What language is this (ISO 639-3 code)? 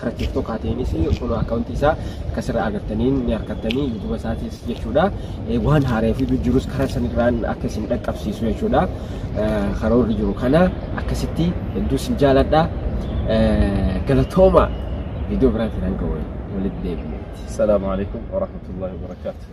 orm